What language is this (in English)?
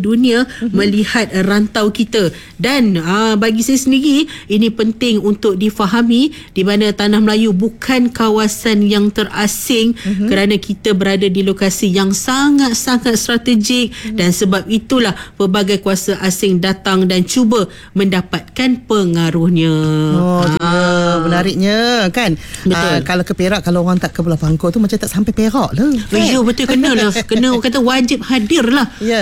Malay